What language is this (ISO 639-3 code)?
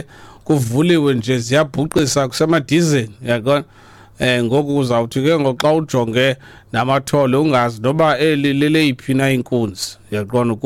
xho